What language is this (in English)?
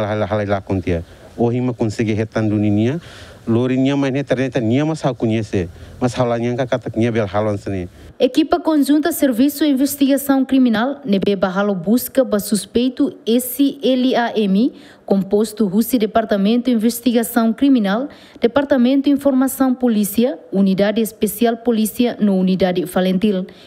Tetum